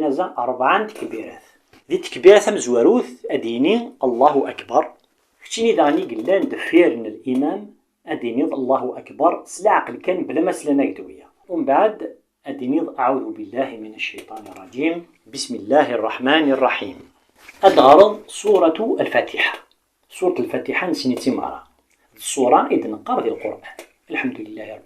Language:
Kabyle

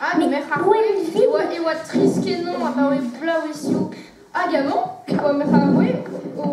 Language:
Breton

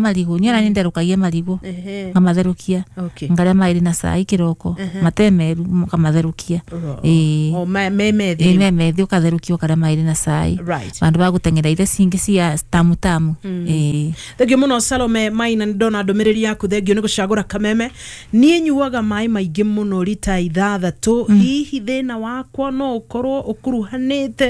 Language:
Kikuyu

